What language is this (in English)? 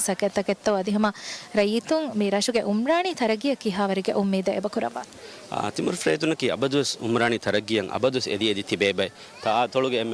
Divehi